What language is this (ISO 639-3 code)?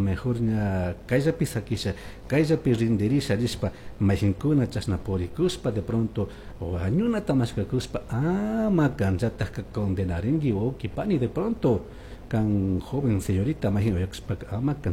qug